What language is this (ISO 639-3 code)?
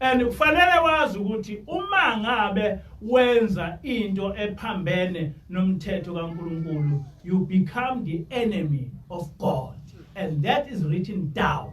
zul